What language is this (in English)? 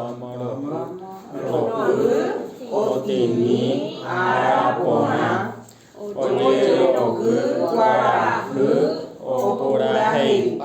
Guarani